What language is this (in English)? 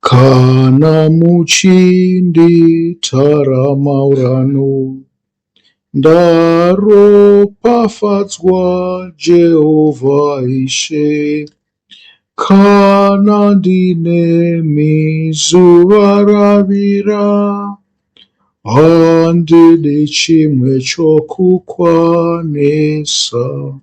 Shona